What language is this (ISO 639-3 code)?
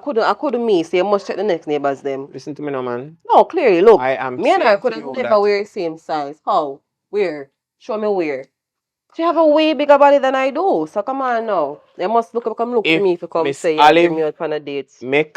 jam